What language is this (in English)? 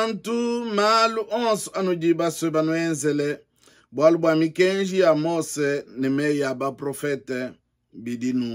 Luba-Lulua